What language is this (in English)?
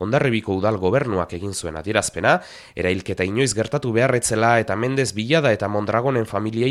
Basque